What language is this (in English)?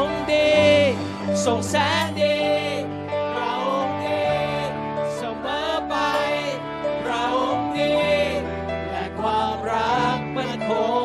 Thai